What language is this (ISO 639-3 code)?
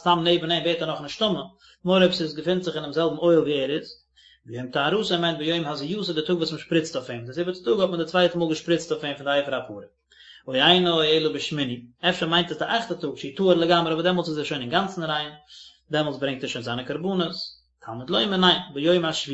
yid